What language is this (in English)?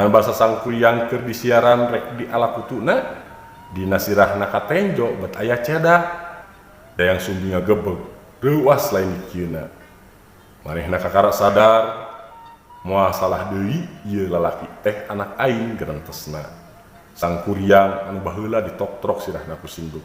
Sundanese